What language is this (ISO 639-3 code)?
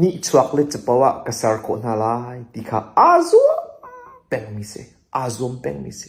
cnh